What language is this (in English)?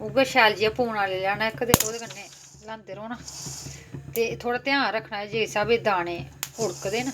Dogri